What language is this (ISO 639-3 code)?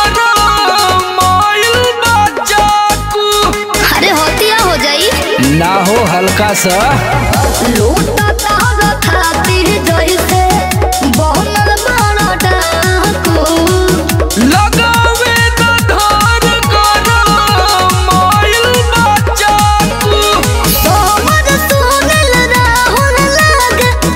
bho